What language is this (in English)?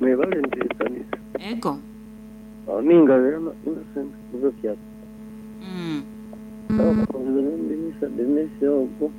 Nyoro